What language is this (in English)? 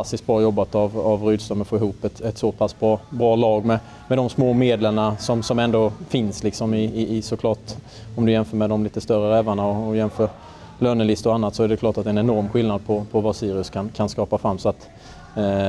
Swedish